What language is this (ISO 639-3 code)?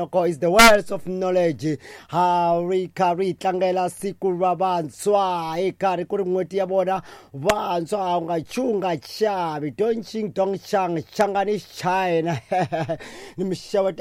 tso